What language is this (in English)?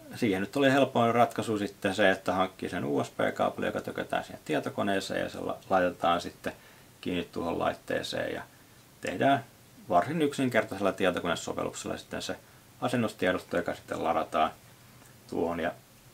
Finnish